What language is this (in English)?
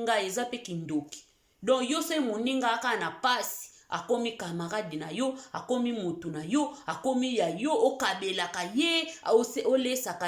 Lingala